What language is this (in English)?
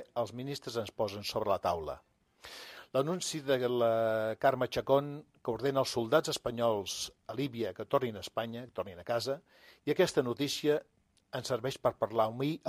Catalan